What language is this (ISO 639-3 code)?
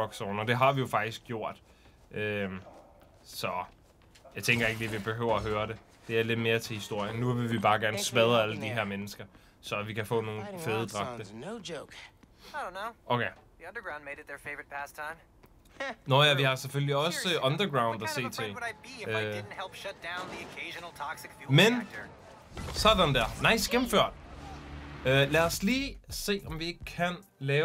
dan